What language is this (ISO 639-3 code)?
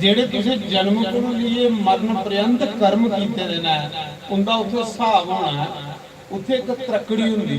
doi